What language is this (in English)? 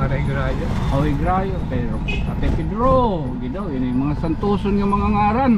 Waray